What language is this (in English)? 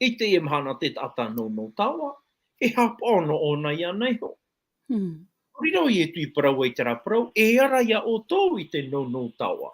Tahitian